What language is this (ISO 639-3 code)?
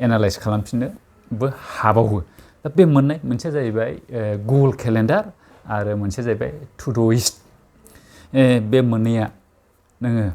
brx